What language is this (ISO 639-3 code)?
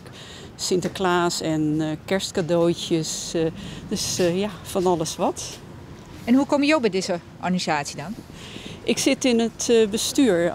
fry